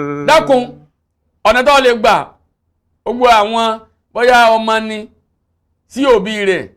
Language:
Yoruba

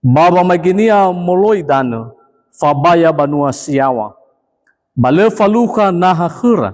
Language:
Nias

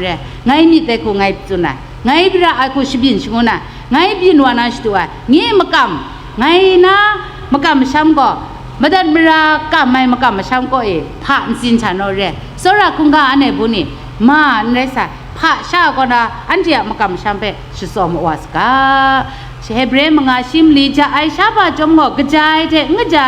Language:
Kachin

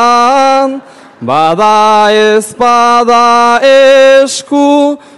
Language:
Basque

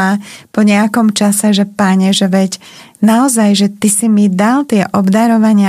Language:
Slovak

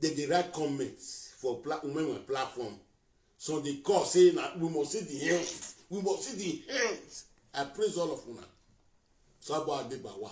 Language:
Nigerian Pidgin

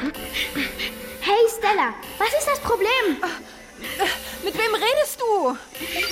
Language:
German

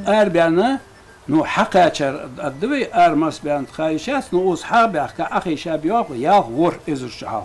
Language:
Ingush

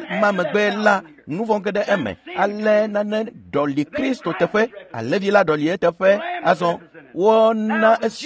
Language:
Ewe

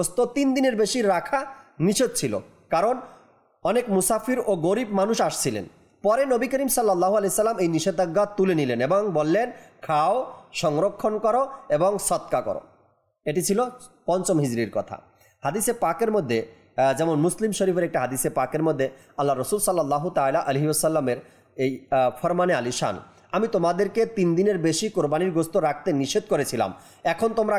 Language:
Bangla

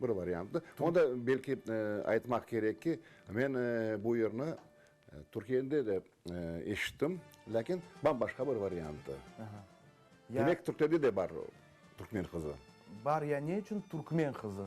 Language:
Crimean Tatar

